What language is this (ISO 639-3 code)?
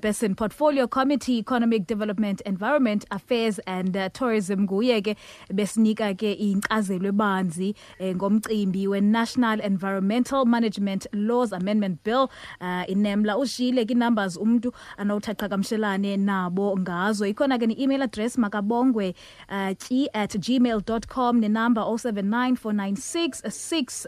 xho